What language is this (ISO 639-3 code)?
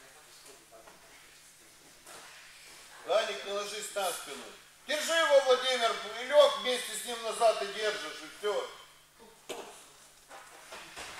rus